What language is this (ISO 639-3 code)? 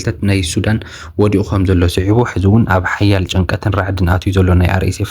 tir